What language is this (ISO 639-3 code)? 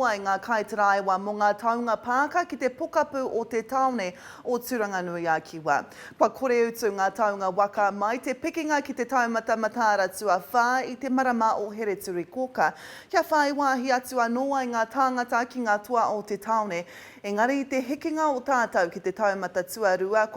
mri